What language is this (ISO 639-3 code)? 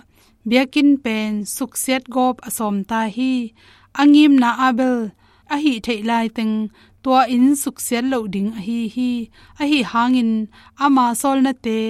ctd